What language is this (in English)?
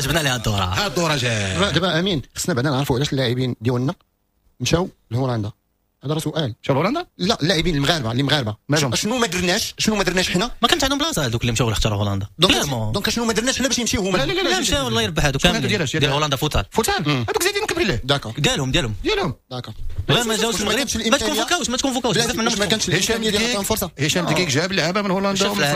Moroccan Arabic